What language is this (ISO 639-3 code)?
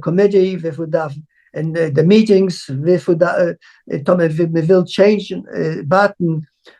yid